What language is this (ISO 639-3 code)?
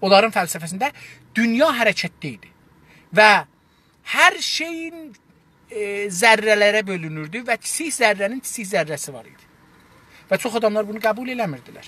azb